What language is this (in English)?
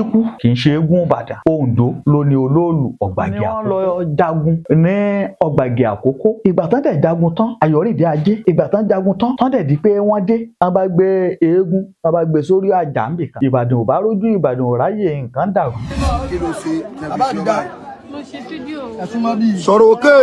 Yoruba